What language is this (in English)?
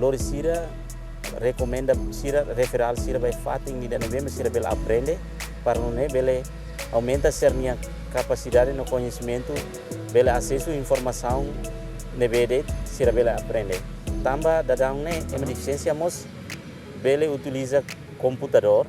Tetum